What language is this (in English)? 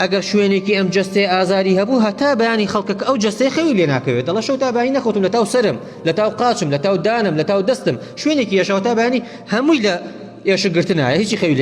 Central Kurdish